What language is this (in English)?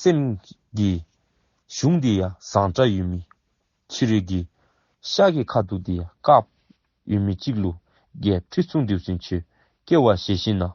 Dzongkha